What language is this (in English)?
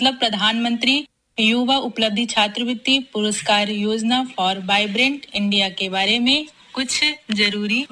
Hindi